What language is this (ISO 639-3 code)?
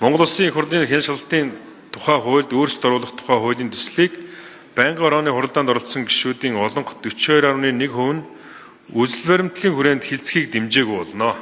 mon